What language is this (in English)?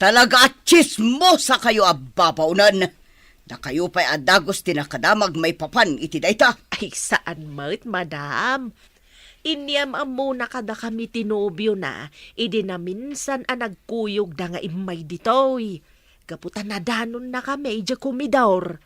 Iloko